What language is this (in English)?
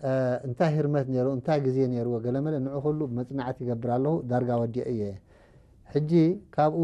Tigrinya